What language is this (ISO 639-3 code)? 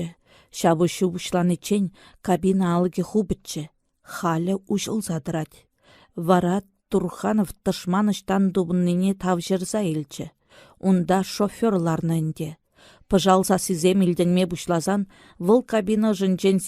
chv